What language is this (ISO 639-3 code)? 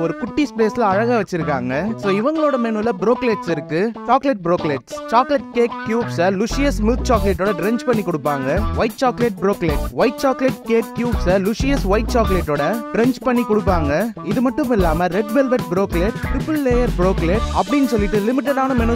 tam